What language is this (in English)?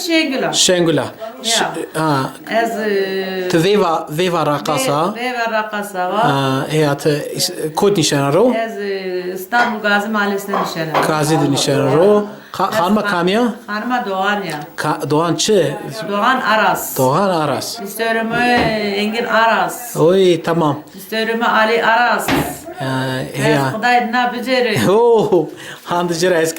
Zaza